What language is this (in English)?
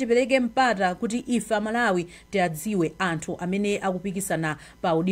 Nyanja